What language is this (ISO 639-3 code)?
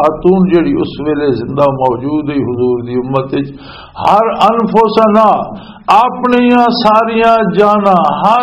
lah